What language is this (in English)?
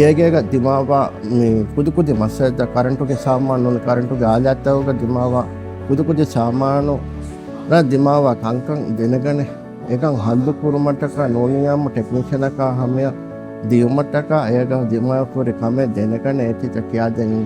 Divehi